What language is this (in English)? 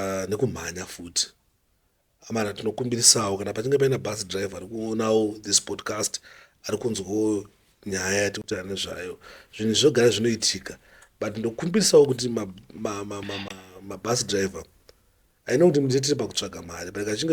Shona